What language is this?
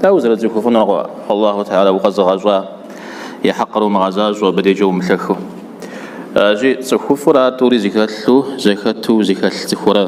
Kabardian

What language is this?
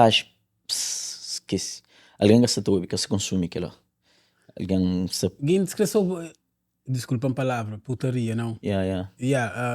Kabuverdianu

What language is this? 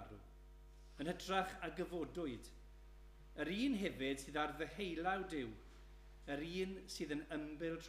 Welsh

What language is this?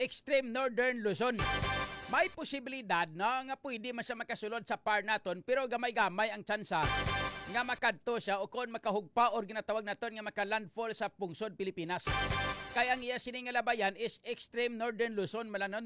Hiligaynon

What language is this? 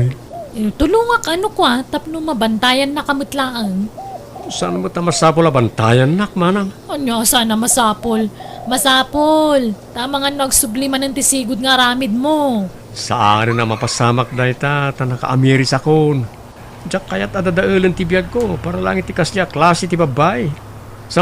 Iloko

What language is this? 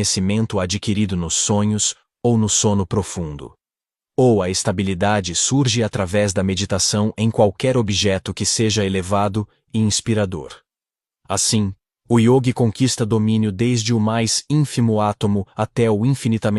Portuguese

